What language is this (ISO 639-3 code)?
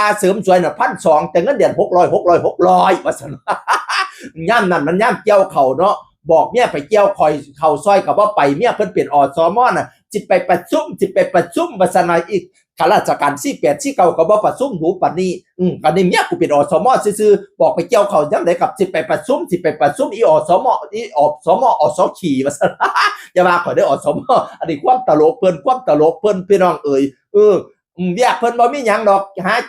tts